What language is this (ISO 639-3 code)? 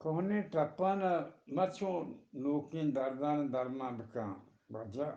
bgp